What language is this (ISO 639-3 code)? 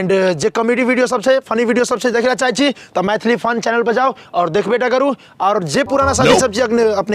mai